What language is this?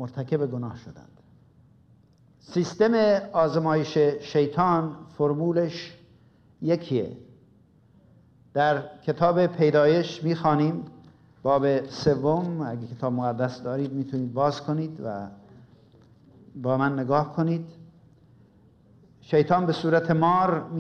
Persian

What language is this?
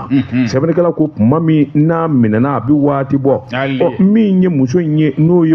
Bambara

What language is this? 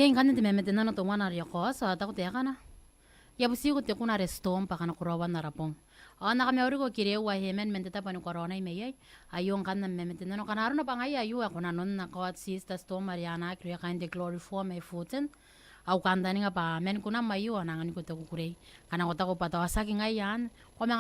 Gilbertese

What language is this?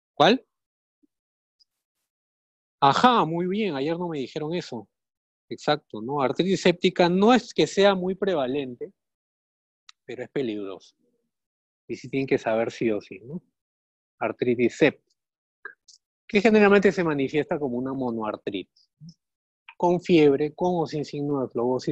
Spanish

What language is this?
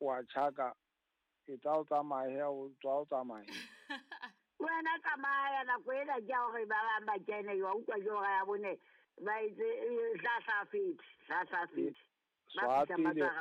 Southern Sotho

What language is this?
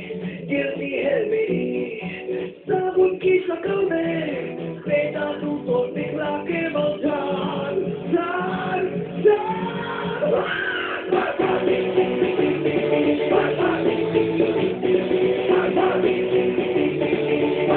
Hindi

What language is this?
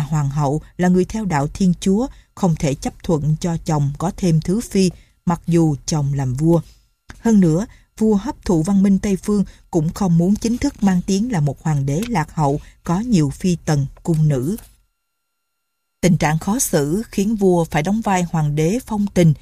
Vietnamese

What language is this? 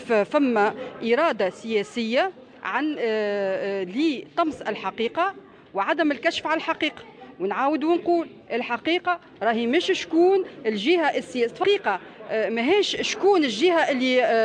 Tunisian Arabic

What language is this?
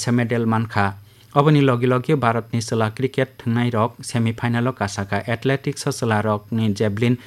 Kok Borok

